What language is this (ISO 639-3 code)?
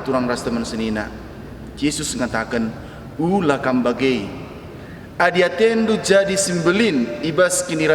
btx